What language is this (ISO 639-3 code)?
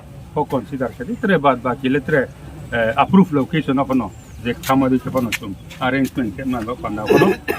ria